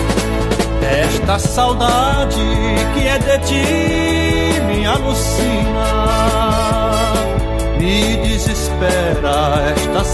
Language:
Portuguese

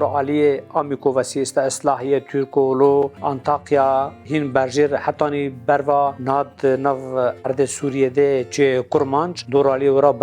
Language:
Kurdish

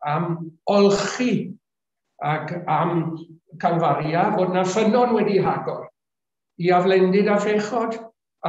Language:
Welsh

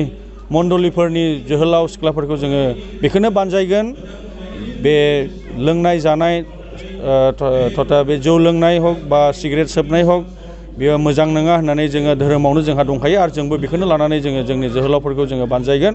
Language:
Bodo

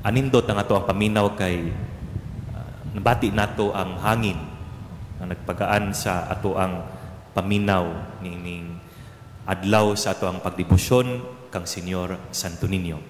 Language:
Cebuano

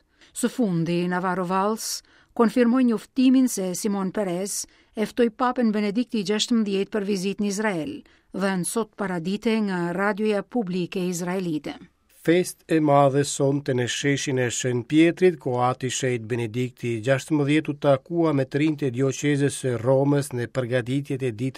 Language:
Albanian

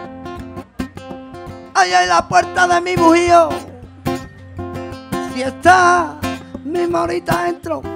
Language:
Spanish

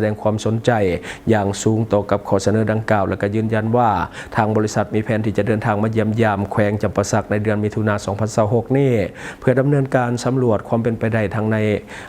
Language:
Lao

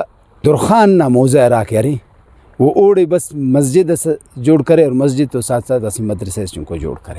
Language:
Brahui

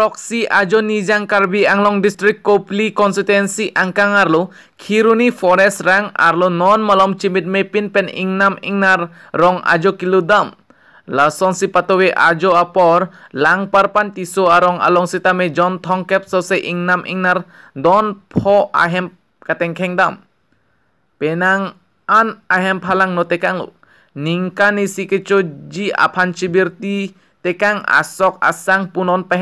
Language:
Karbi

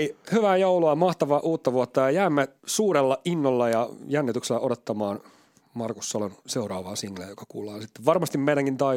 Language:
Finnish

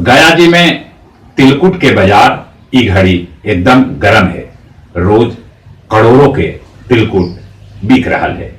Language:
Magahi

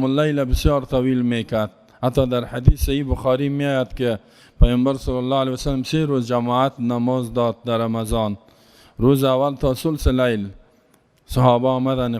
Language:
Persian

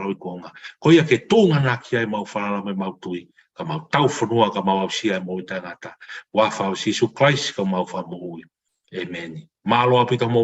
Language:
Tongan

